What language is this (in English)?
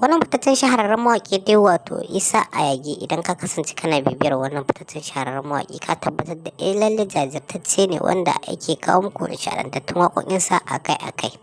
Hausa